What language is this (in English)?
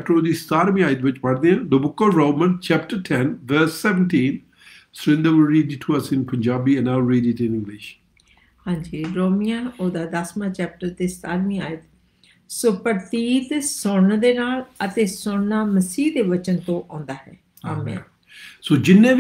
Punjabi